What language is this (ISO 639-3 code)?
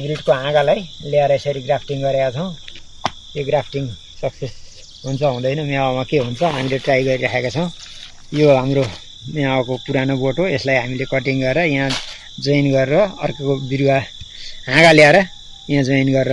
nep